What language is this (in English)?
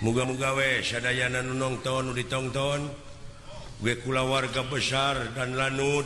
Sundanese